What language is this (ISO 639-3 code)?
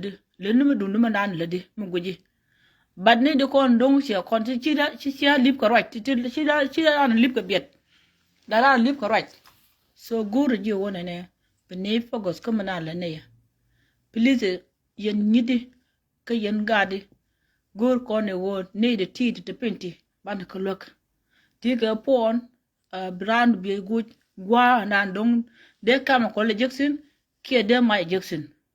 nus